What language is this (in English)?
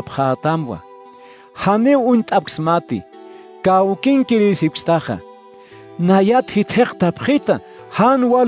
Aymara